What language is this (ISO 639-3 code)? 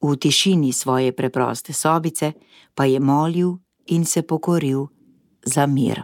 slv